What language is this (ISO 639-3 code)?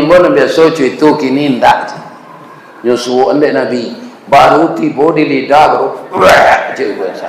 min